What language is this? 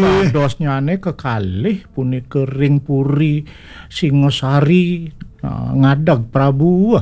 Balinese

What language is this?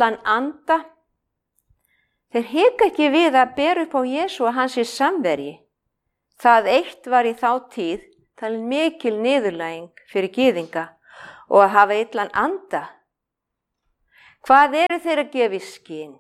Icelandic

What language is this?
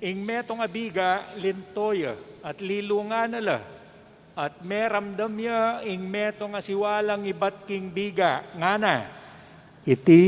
Pampanga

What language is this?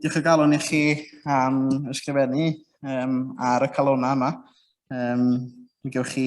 Welsh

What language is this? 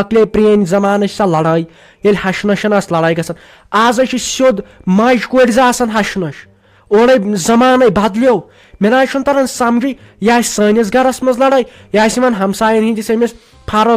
Kashmiri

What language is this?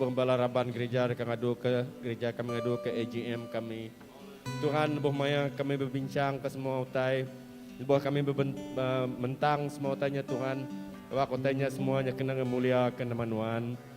Iban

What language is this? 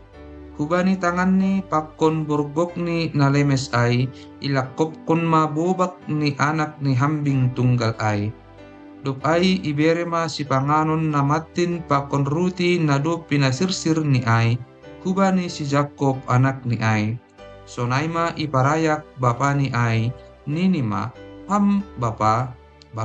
Batak Simalungun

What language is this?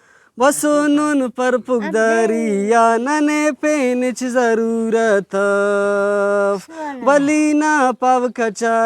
Brahui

